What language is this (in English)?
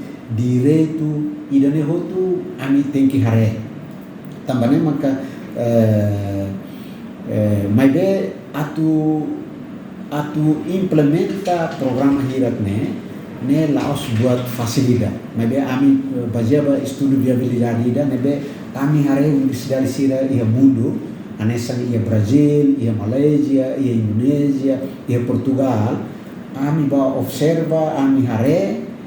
Tetum